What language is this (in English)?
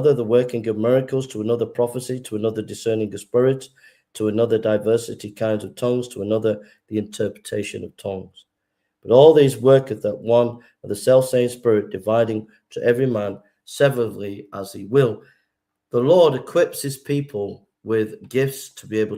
English